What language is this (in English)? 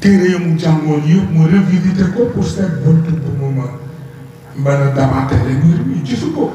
Wolof